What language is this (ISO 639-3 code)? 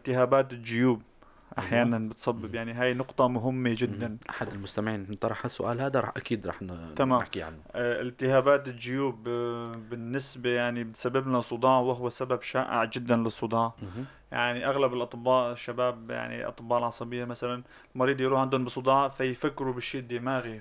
apc